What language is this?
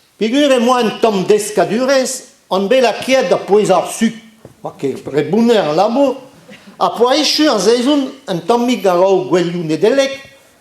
Breton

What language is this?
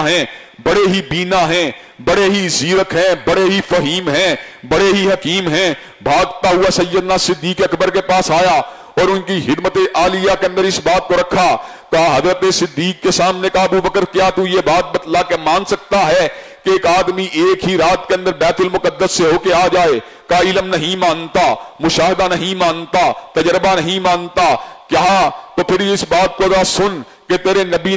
Urdu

